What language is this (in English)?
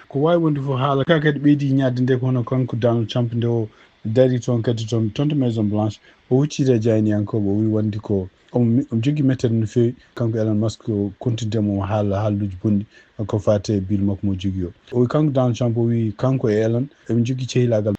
Fula